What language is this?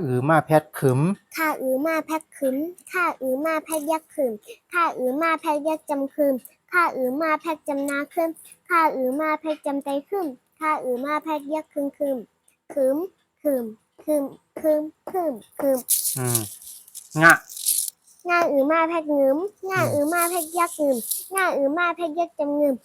Shan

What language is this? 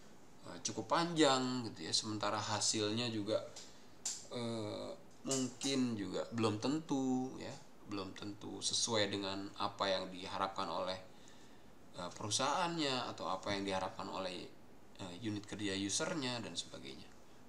Indonesian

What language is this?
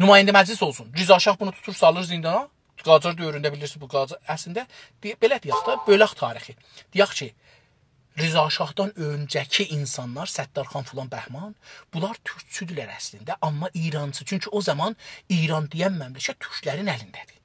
South Azerbaijani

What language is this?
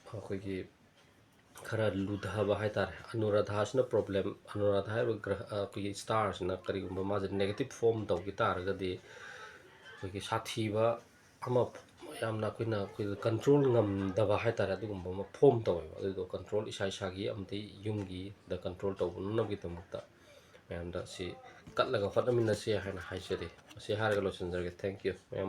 Manipuri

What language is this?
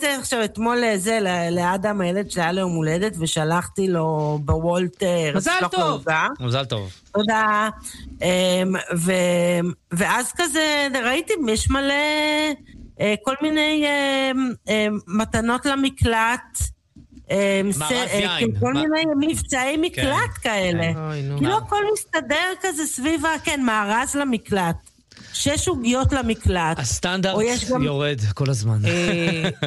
Hebrew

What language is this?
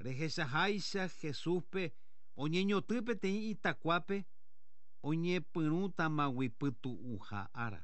Guarani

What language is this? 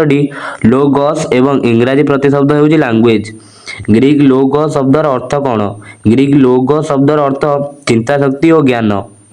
Odia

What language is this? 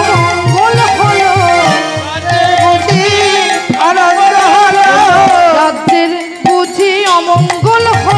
Bangla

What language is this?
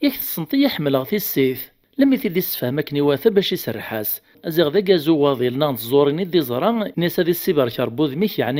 Kabyle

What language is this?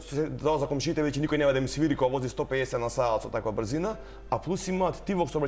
Macedonian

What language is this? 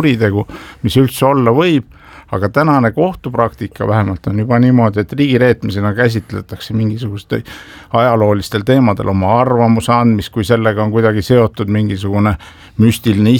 Estonian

